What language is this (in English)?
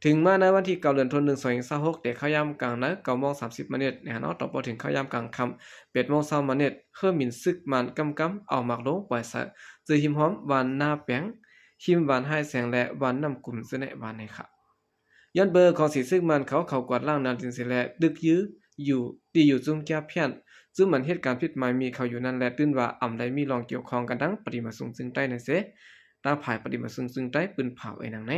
Shan